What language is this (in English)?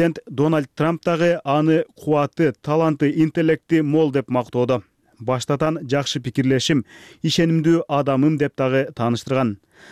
Kyrgyz